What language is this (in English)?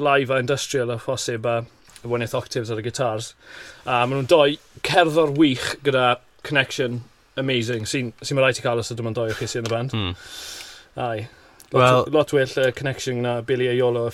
Welsh